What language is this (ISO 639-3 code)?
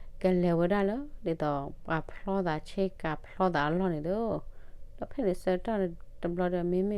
ksw